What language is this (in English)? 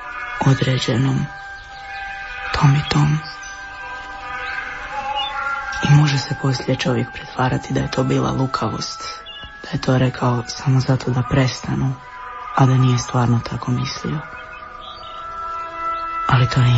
Croatian